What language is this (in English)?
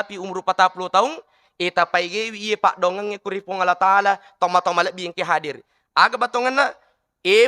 Buginese